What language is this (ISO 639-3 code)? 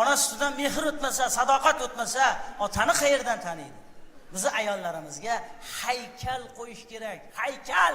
uzb